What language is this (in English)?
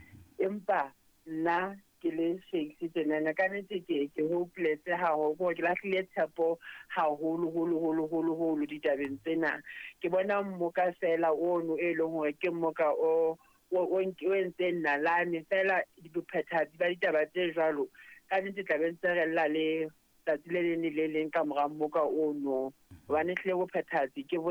Southern Sotho